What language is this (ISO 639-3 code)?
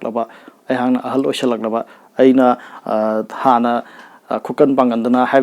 mni